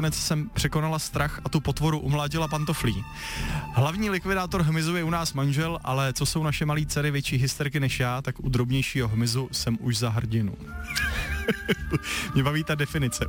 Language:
Czech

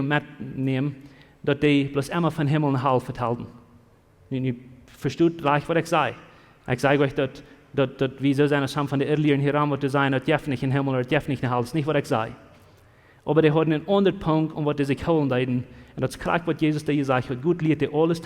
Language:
Plautdietsch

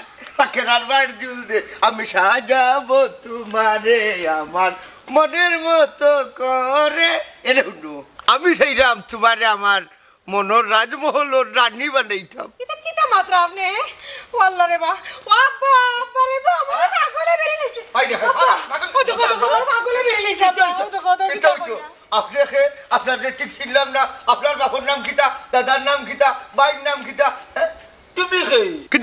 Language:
Sylheti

